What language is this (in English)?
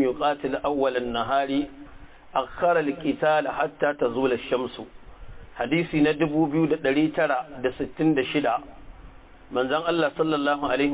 Hausa